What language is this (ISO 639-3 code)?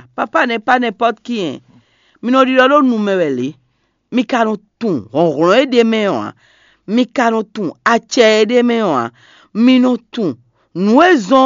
fon